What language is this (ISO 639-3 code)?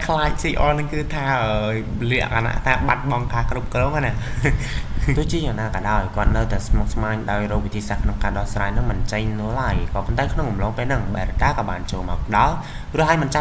khm